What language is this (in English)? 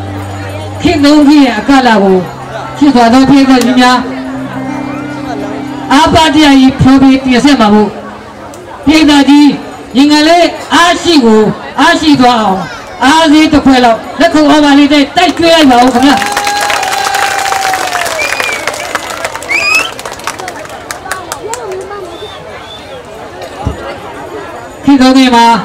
Burmese